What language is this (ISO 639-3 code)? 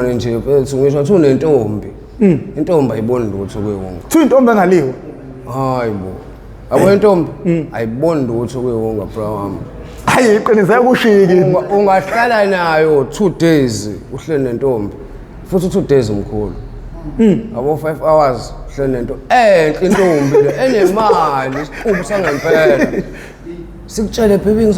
zul